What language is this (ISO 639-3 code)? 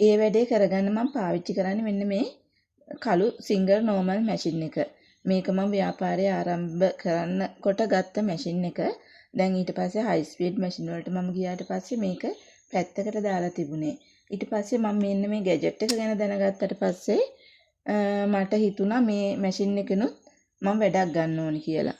sin